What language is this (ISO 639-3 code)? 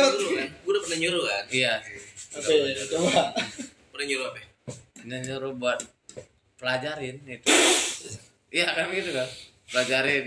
ind